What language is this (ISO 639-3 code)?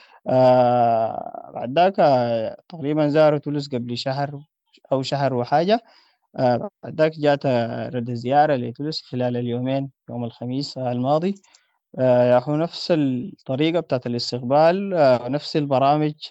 apd